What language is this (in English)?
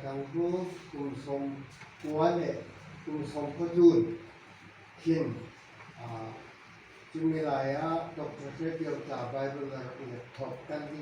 Falam Chin